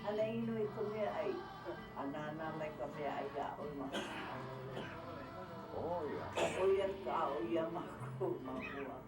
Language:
Hawaiian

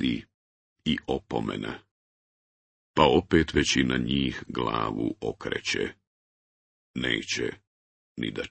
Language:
Bosnian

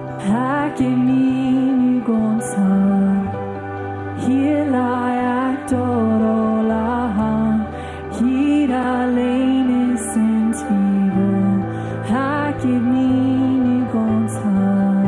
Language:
Plautdietsch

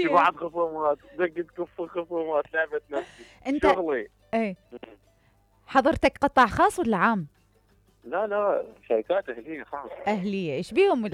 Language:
Mesopotamian Arabic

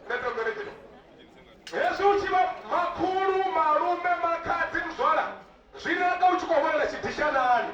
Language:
Venda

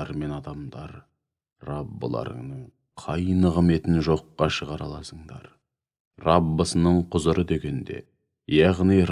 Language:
Kazakh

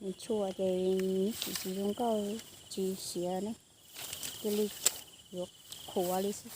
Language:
Hmong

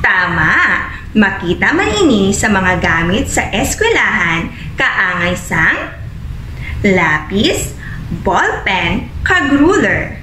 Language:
Hiligaynon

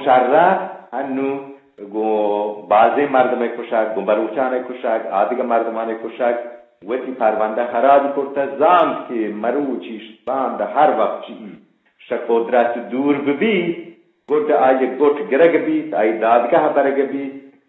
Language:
Eastern Balochi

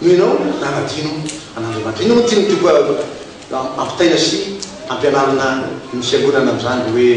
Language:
Malagasy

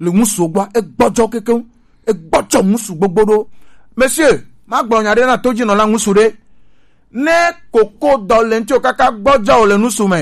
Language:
Gen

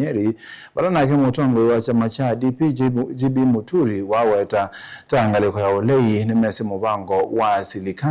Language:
Kamba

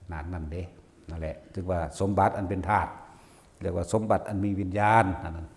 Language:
Northeastern Thai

